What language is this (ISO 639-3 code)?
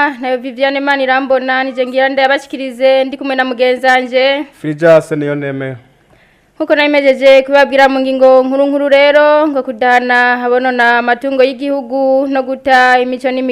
run